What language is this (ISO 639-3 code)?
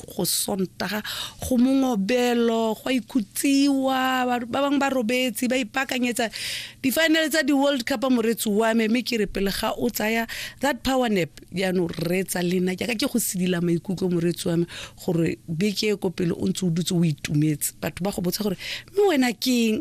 tsn